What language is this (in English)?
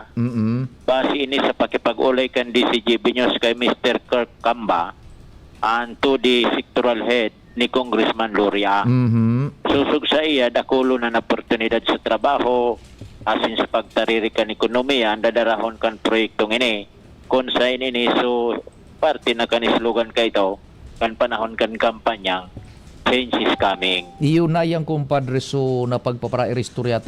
Bikol